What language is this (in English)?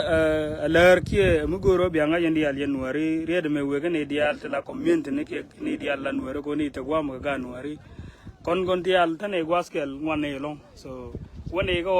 Nuer